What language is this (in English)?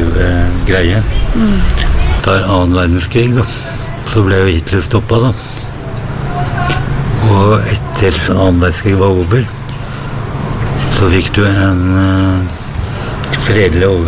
Norwegian